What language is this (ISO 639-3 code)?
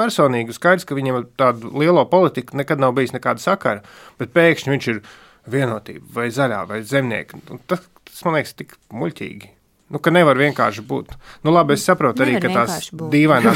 lav